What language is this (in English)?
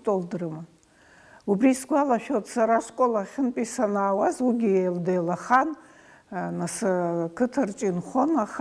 Abkhazian